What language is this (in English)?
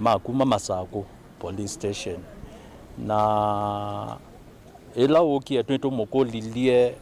Kamba